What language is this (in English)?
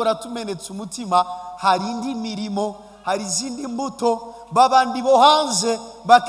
Kinyarwanda